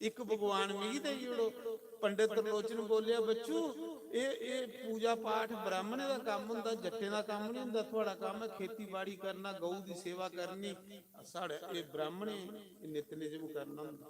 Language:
Dogri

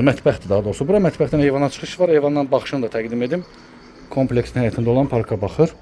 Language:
Azerbaijani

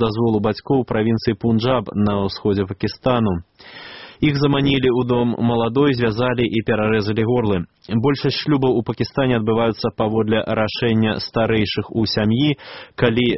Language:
Belarusian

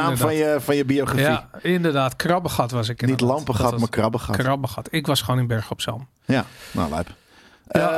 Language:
Dutch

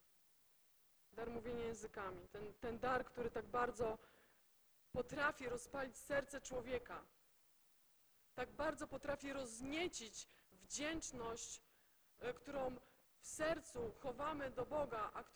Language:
Polish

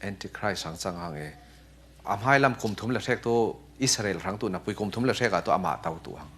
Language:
Falam Chin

